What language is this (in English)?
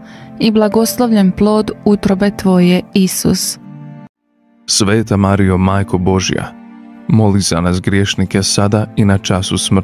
Croatian